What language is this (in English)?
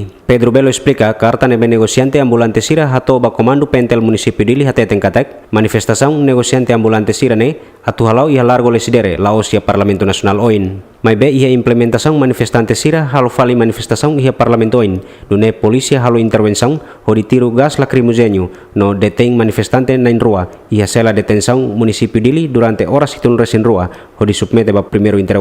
Tetum